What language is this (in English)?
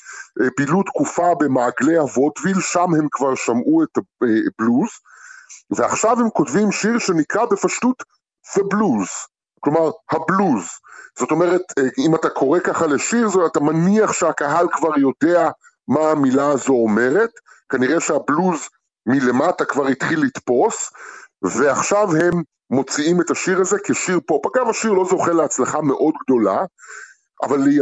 Hebrew